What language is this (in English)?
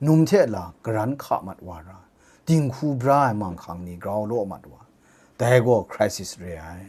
Kachin